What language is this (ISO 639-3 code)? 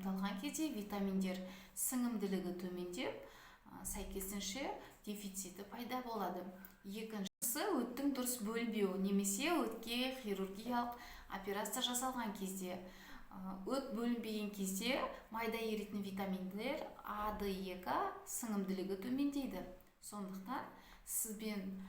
kaz